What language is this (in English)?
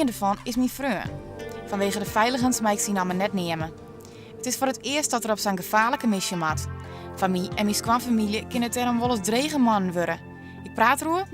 Western Frisian